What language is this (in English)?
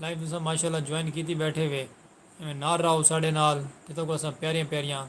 Saraiki